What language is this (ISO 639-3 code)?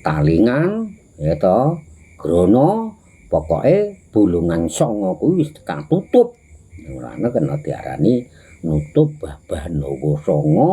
jav